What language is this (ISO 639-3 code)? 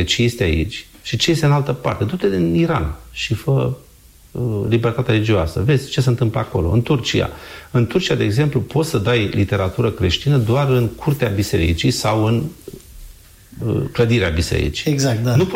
ron